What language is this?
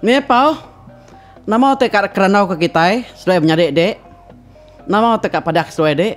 Iban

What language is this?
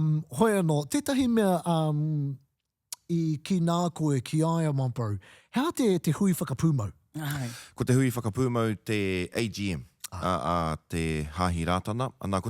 Māori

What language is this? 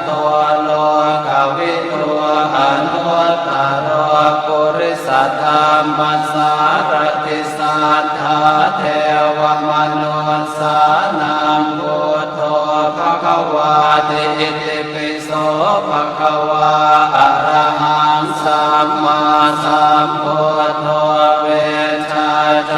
Pali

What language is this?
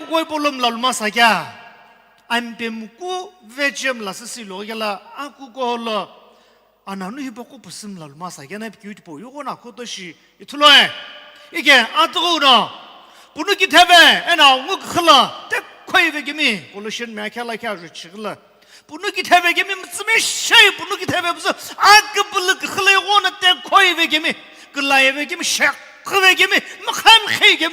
Sumi Naga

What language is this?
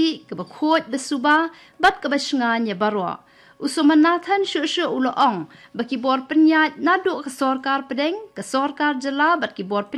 Khasi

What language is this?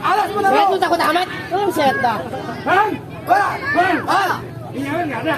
Betawi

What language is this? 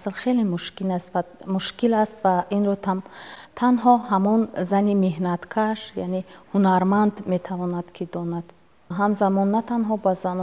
Tajik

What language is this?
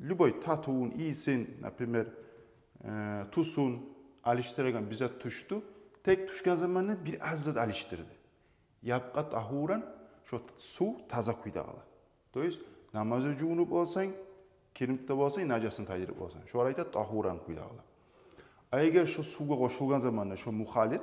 Kumyk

